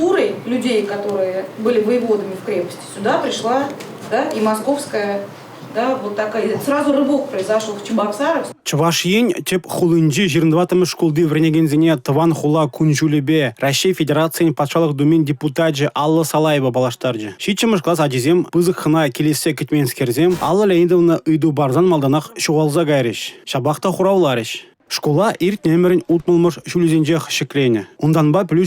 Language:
Chuvash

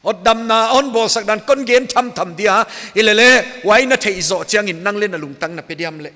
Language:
Paite Chin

